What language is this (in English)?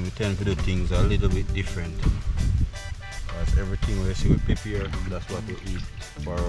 Jamaican Creole English